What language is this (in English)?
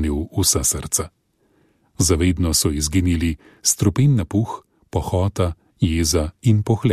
Slovenian